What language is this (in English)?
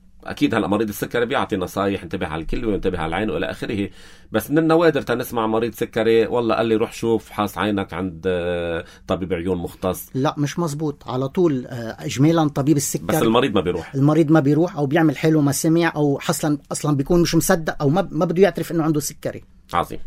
North Levantine Arabic